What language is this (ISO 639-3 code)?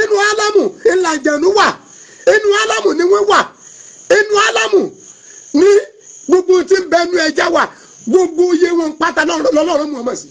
yor